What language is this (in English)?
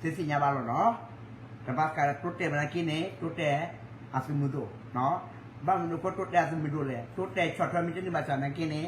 S'gaw Karen